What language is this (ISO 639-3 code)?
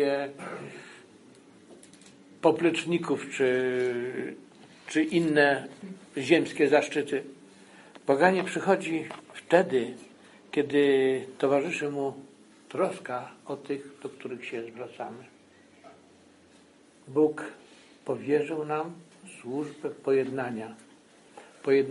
pol